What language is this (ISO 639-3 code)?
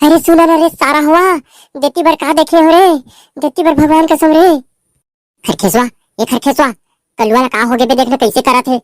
hne